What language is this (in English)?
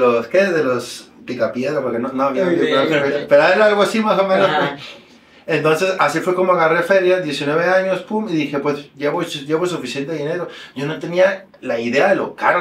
Spanish